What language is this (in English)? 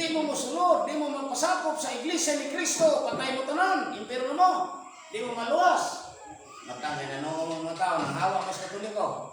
Cebuano